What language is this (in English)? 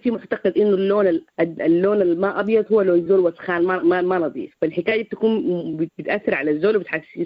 Sudanese Arabic